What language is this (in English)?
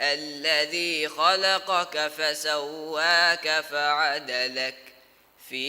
Divehi